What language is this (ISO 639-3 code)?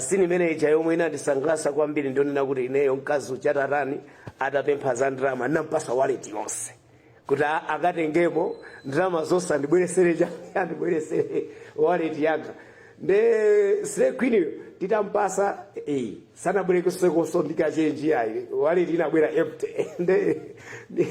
nya